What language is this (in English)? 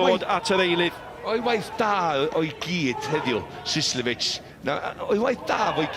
Welsh